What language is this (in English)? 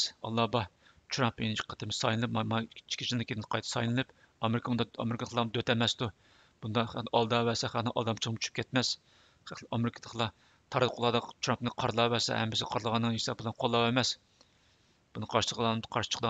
Uyghur